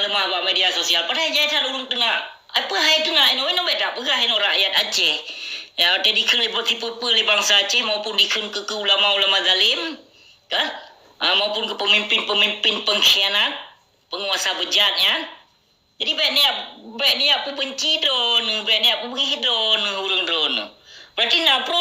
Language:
Achinese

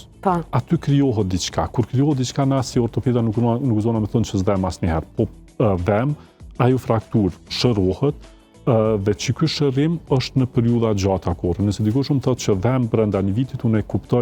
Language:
Albanian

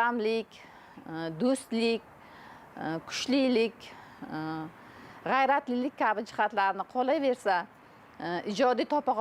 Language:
Uzbek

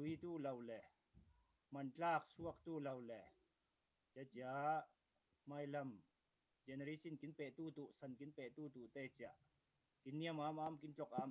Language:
Falam Chin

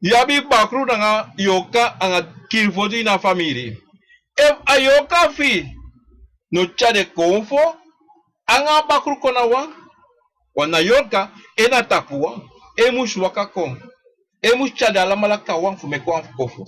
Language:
Sranan Tongo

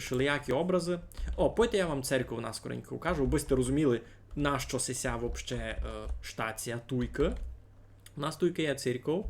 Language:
Rusyn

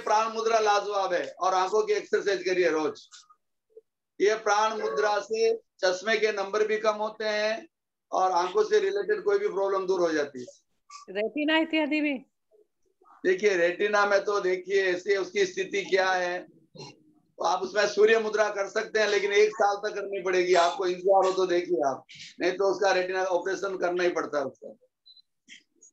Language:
Hindi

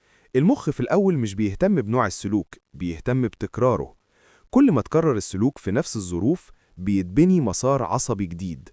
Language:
Egyptian Arabic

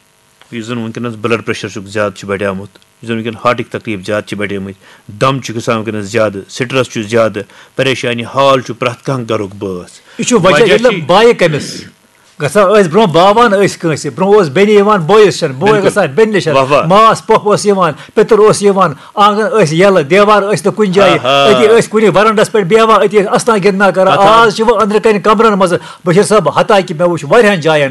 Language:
Kashmiri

